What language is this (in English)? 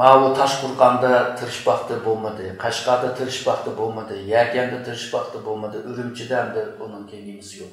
Uyghur